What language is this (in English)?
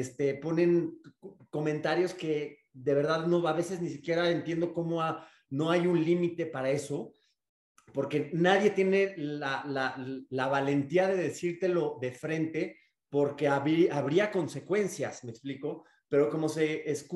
Spanish